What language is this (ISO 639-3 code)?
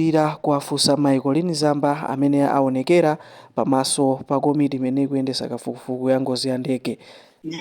nya